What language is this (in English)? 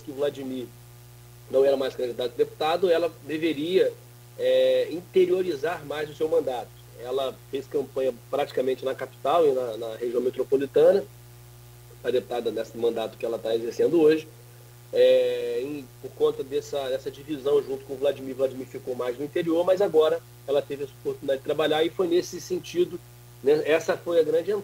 Portuguese